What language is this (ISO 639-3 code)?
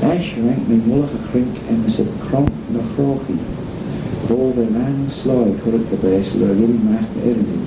glv